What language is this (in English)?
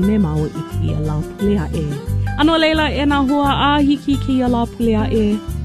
Hawaiian